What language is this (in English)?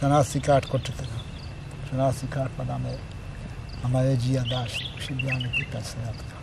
Eastern Balochi